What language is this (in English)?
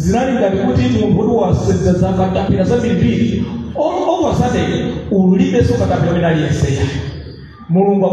Nyanja